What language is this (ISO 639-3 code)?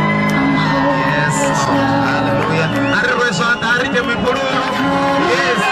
ven